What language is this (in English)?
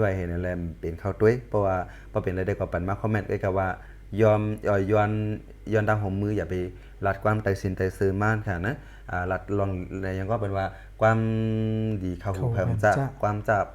Shan